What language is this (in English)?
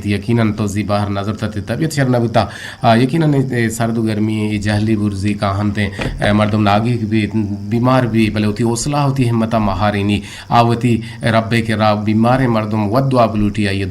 Eastern Balochi